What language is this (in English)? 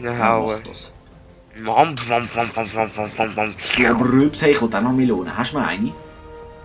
Swiss German